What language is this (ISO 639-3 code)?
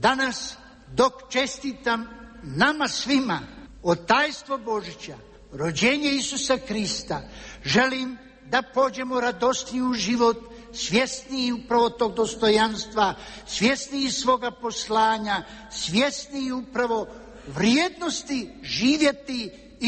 hrv